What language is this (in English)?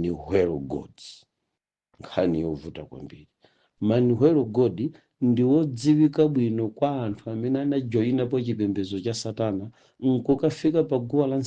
Nyanja